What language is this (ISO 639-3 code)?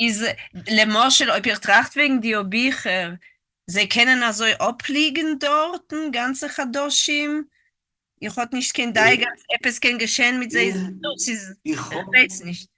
yid